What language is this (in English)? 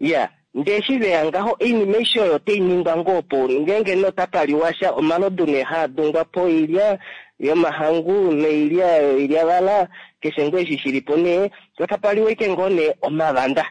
Kuanyama